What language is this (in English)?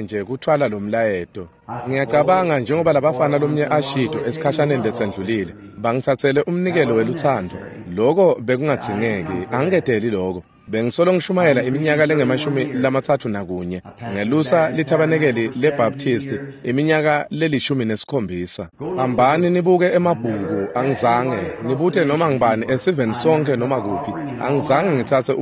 Swati